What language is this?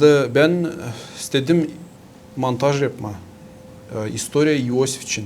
Gagauz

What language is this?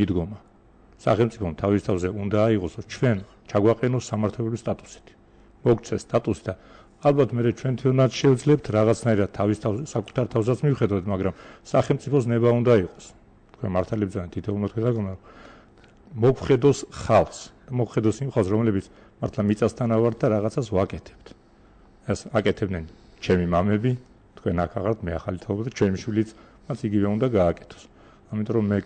Georgian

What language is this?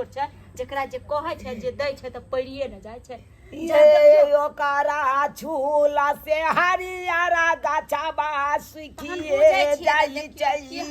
Maithili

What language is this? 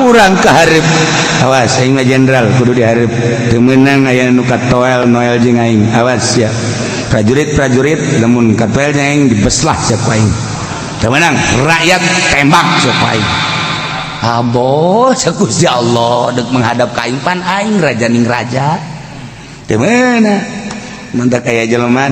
Sundanese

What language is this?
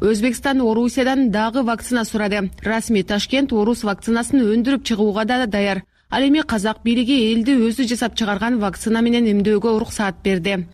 Kyrgyz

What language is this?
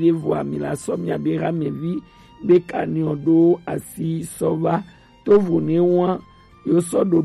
Gen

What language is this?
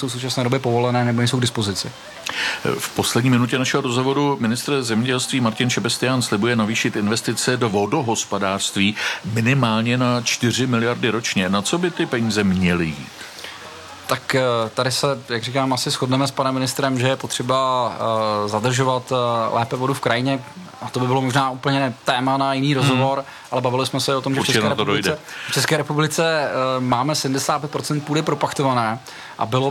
Czech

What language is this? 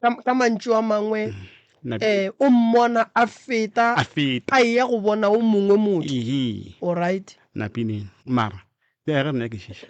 Northern Sotho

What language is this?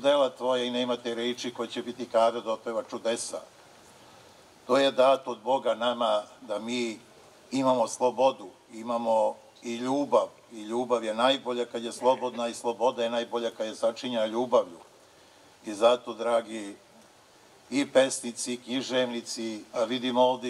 Serbian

